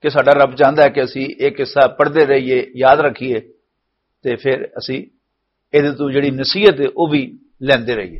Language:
Western Panjabi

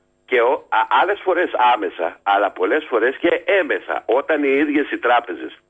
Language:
Greek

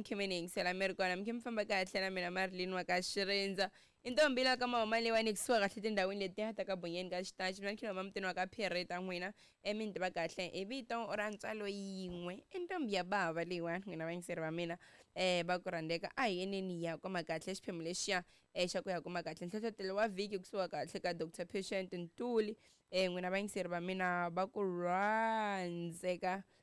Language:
Tsonga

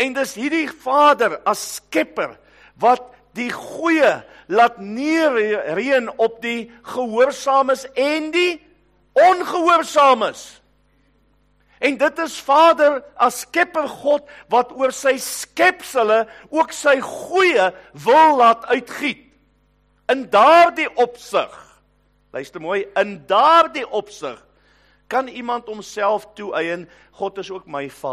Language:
Afrikaans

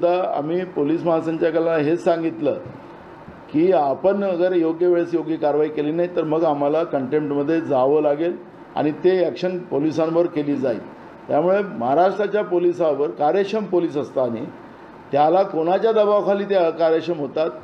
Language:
Marathi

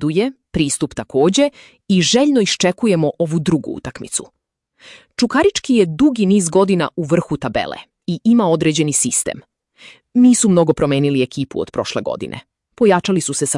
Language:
Serbian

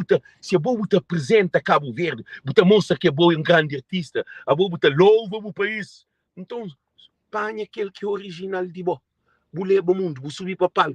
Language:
Kabuverdianu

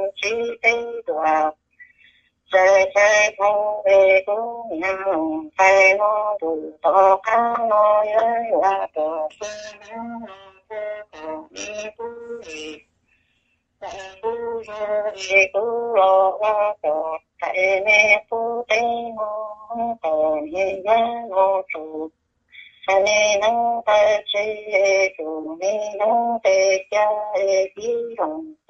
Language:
Vietnamese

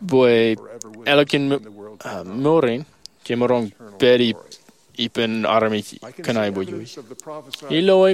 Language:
Marshallese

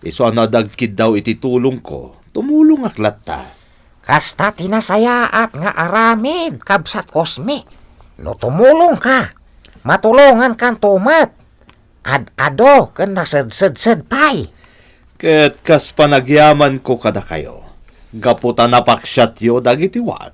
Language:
Iloko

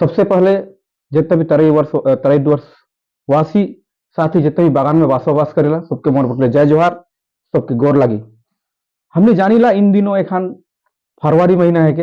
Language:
Sadri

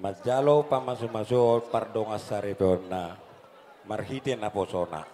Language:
Batak Toba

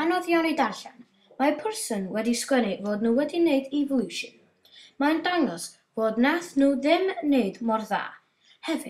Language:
Welsh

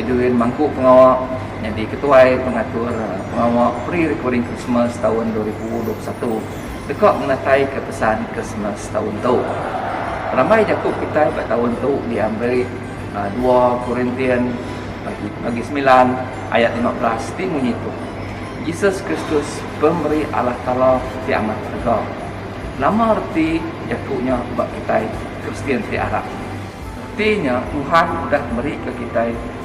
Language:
Iban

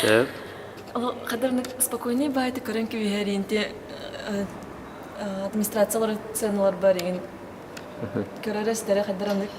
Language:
Yakut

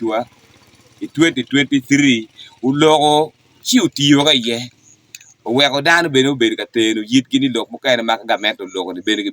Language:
Acoli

